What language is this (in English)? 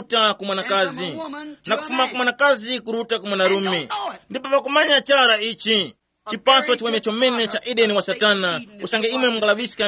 Tumbuka